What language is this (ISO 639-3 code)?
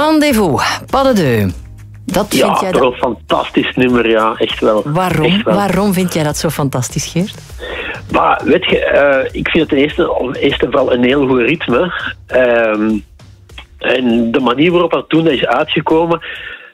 nld